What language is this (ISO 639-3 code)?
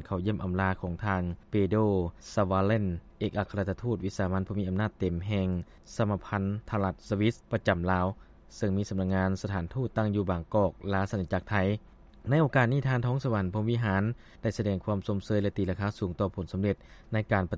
lao